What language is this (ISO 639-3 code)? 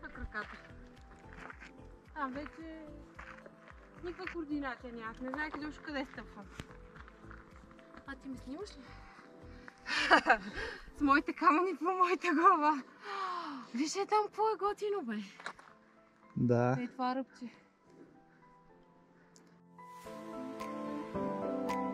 bul